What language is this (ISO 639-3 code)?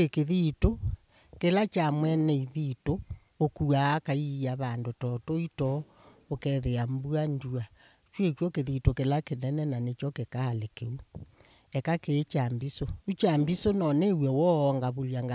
kam